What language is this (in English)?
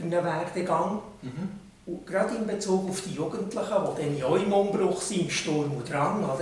Swiss German